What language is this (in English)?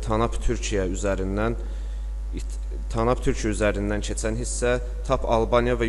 Azerbaijani